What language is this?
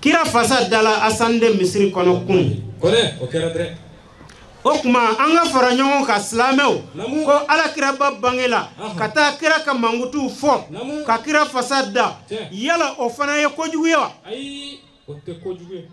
Bambara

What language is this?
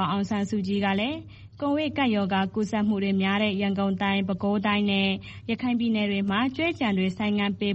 Burmese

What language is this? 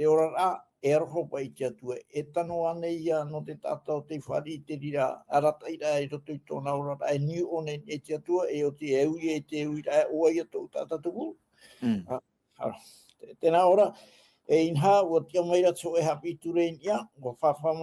Tahitian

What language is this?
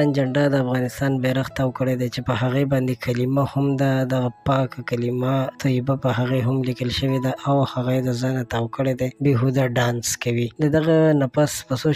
Pashto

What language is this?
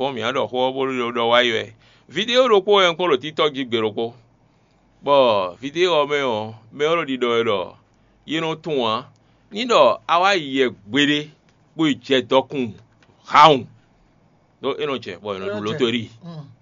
Fon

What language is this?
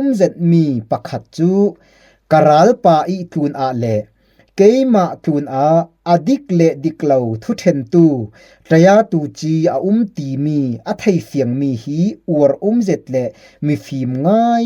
Falam Chin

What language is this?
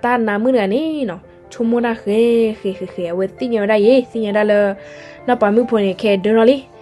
S'gaw Karen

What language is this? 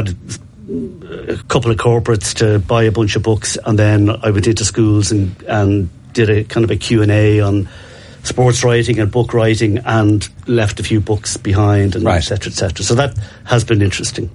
English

